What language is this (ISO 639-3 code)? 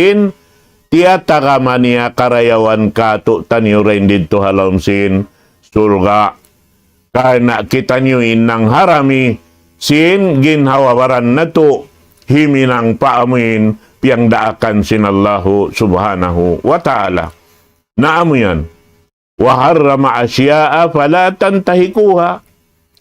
tsg